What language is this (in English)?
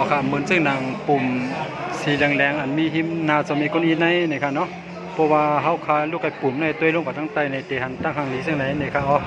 Shan